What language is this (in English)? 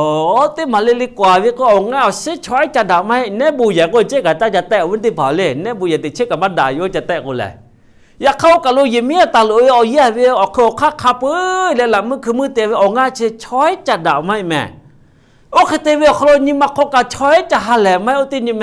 Lahu